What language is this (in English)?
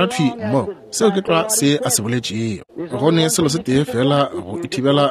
Northern Sotho